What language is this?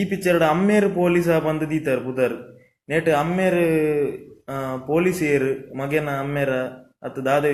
Tulu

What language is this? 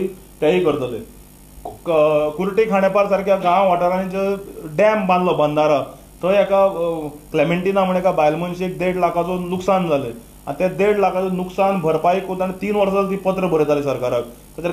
Konkani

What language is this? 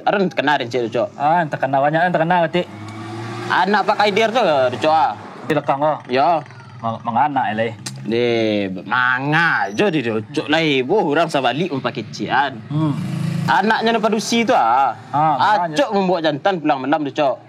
Minangkabau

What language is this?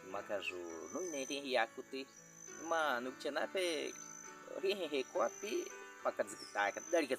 Baniwa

